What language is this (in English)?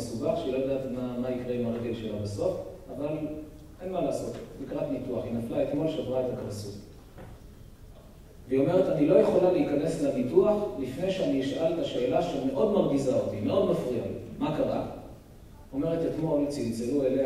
Hebrew